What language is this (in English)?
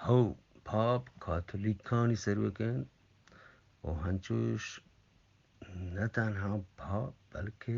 Eastern Balochi